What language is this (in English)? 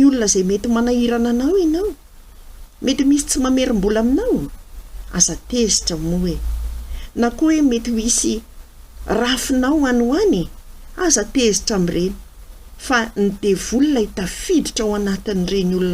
Malagasy